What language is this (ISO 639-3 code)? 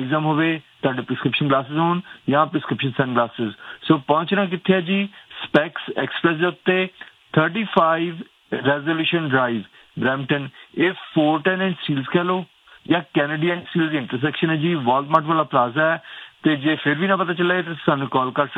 pan